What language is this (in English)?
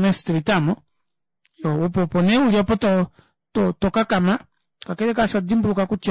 Kuanyama